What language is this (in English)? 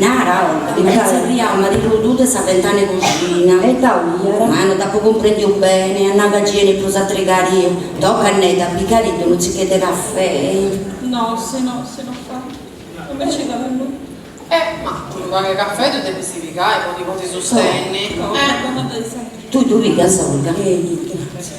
Sardinian